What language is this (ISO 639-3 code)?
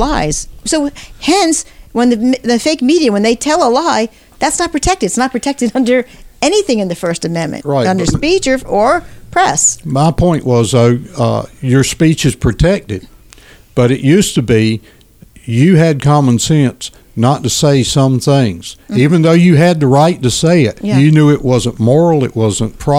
eng